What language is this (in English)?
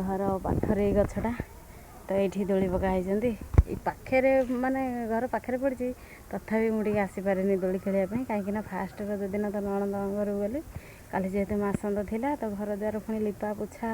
Odia